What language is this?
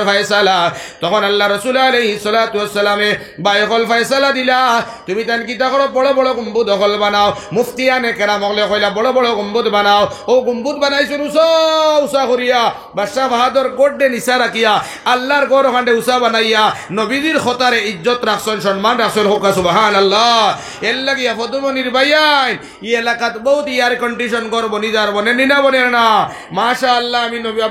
Sylheti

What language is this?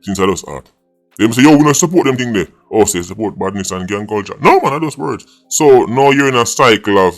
Jamaican Creole English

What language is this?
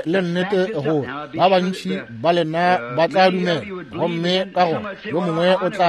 Northern Sotho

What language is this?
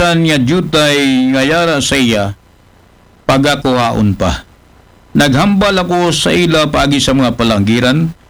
Aklanon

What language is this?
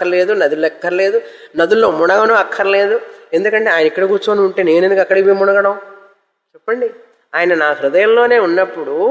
Telugu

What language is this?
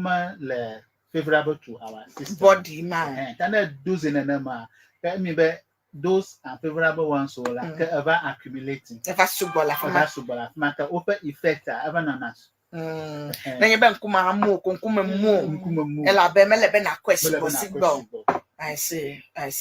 Ewe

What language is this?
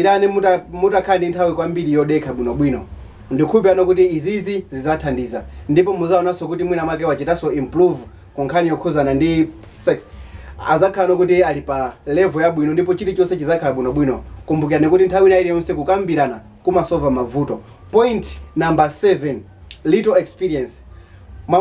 Nyanja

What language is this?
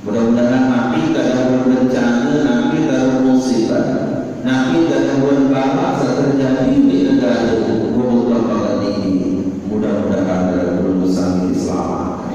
Sasak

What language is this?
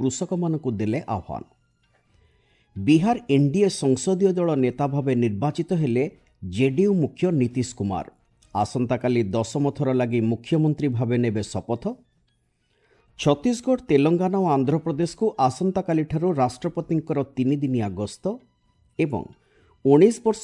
Odia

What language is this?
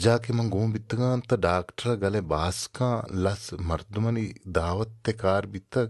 Baluchi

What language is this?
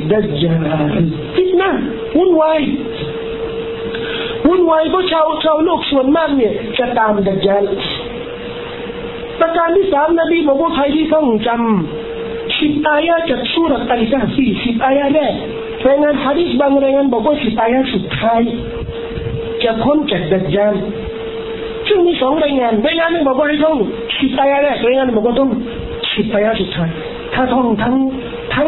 Thai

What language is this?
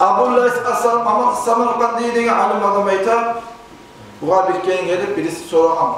Kumyk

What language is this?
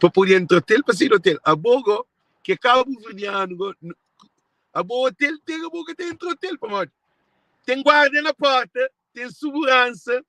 Kabuverdianu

